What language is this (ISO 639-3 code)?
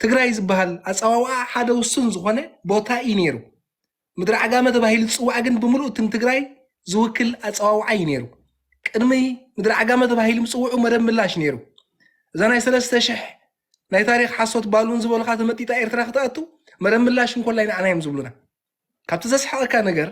tir